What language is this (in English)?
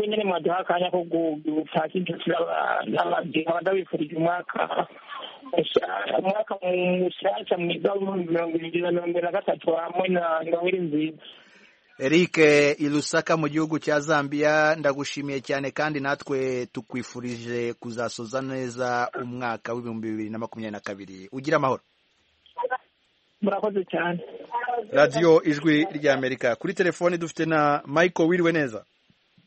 Kinyarwanda